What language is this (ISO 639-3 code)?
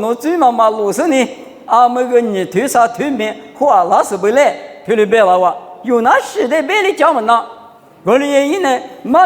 lis